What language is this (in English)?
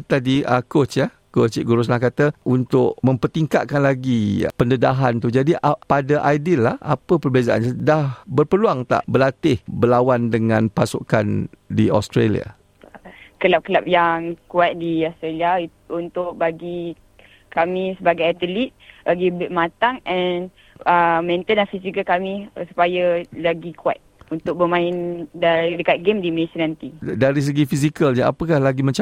Malay